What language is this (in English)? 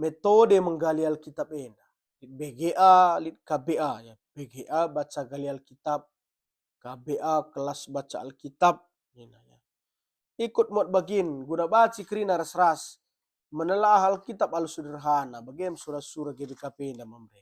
Batak Karo